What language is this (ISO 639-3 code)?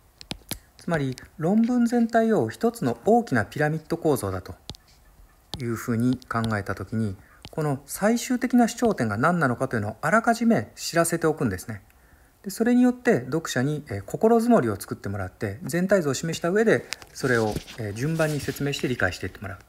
jpn